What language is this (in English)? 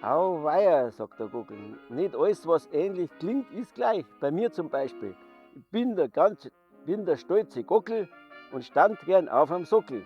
Bavarian